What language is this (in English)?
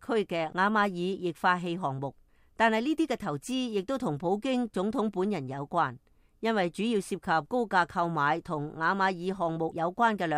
Cantonese